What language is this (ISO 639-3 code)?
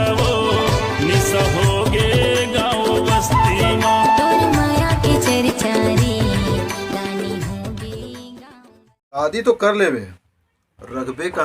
hne